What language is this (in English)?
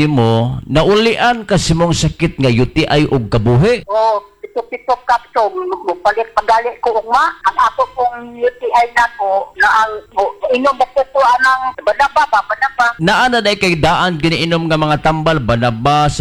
Cebuano